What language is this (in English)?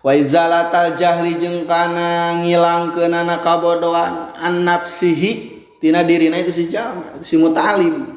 Sundanese